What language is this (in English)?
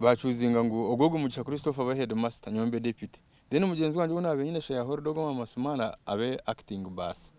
Swahili